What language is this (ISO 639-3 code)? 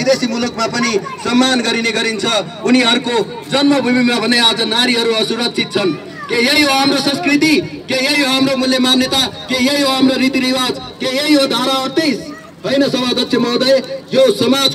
nep